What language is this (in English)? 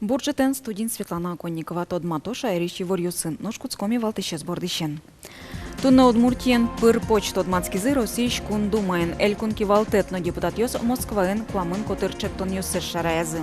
Udmurt